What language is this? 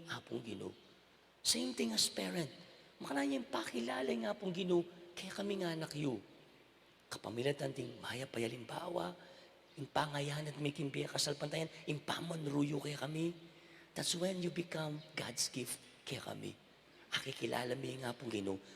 Pampanga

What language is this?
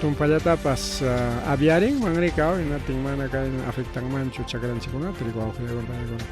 Ayacucho Quechua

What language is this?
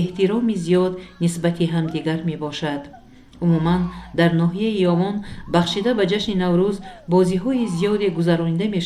Tajik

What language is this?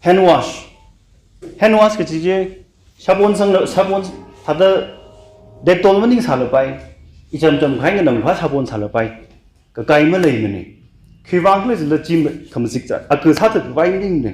Tangkhul Naga (India)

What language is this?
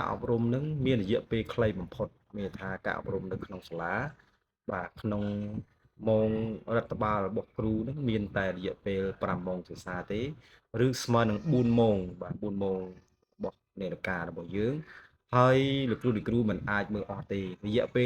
Khmer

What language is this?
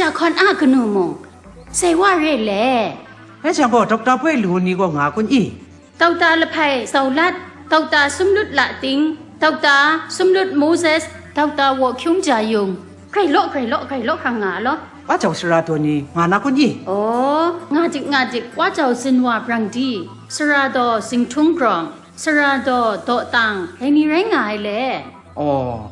Kachin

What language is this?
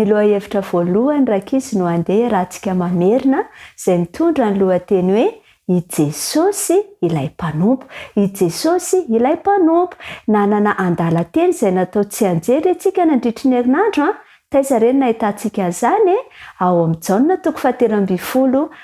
Malagasy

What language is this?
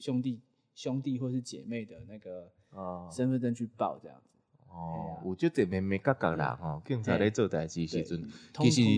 Min Nan Chinese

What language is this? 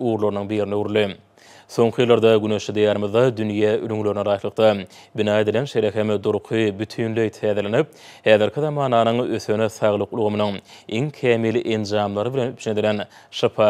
Turkmen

